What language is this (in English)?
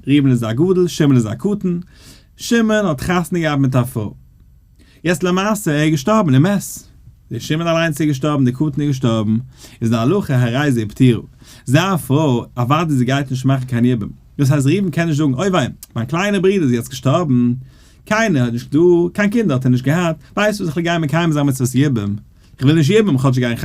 Yiddish